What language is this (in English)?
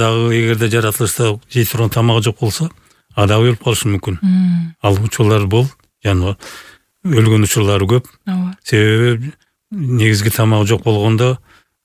Kyrgyz